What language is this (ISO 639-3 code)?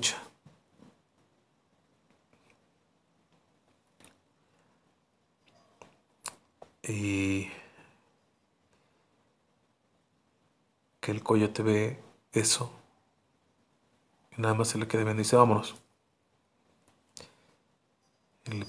spa